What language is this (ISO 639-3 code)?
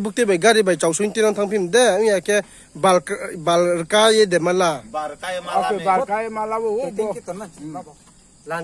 ria